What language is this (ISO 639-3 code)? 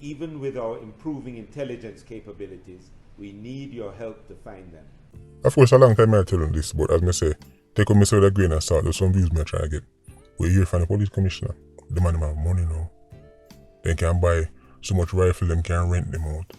jam